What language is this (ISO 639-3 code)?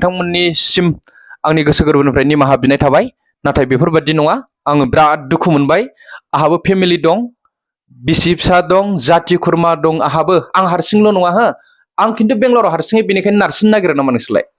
brx